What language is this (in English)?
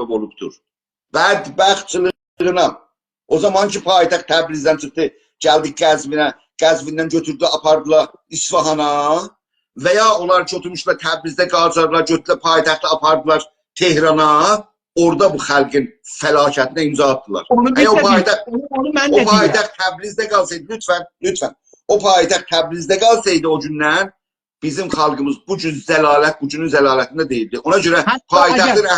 South Azerbaijani